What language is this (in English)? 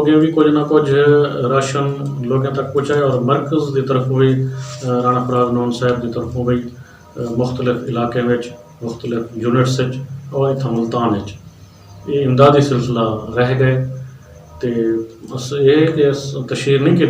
Western Panjabi